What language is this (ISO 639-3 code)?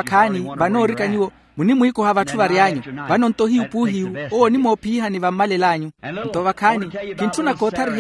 vmw